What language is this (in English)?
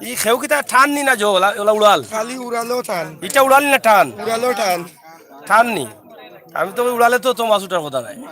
Sylheti